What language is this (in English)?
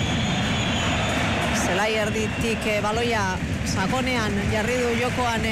Basque